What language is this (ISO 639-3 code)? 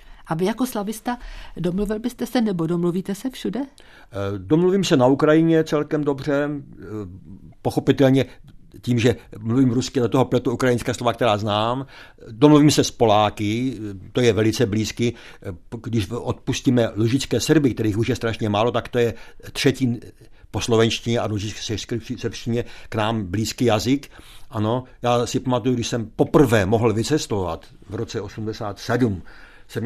ces